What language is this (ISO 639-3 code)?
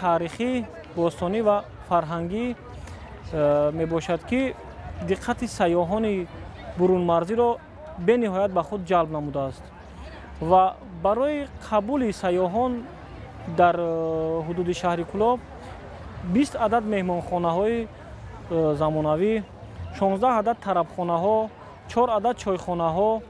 tgk